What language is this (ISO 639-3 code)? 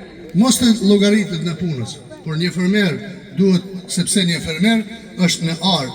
sqi